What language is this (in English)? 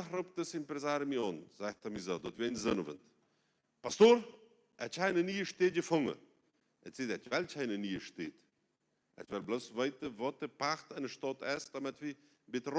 Plautdietsch